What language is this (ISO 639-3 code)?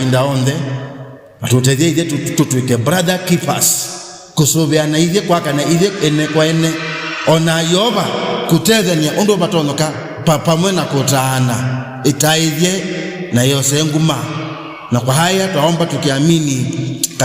kam